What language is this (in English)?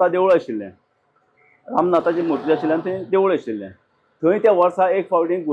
Konkani